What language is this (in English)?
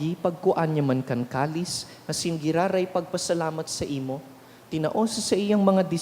Bikol